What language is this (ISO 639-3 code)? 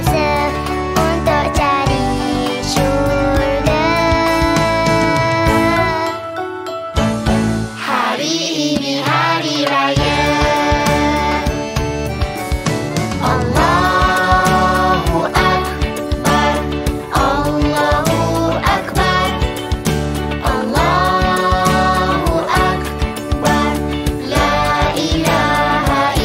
msa